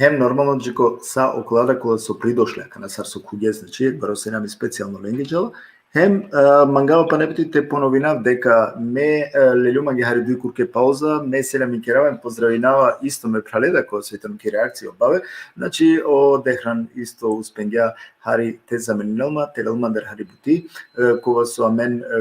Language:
Balkan Romani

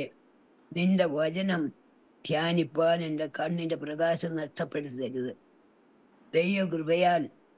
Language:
Malayalam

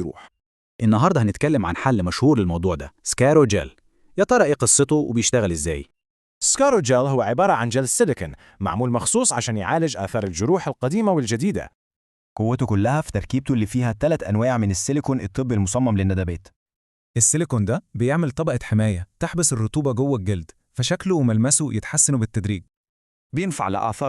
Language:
Egyptian Arabic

